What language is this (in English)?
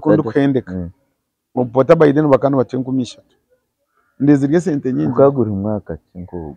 Nyankole